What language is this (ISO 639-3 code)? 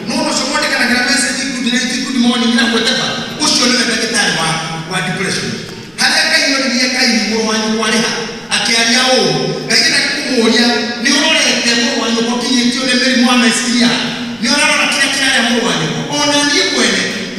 kik